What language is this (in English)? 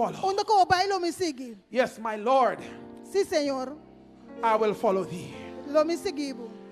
Papiamento